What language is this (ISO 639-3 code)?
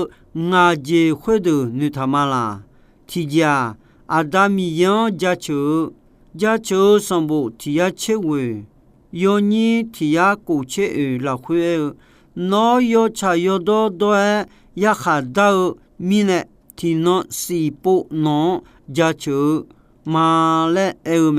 ahk